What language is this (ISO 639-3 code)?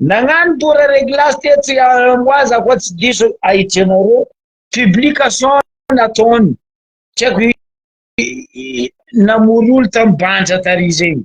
mlg